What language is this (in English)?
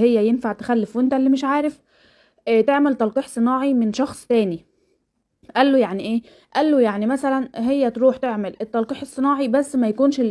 Egyptian Arabic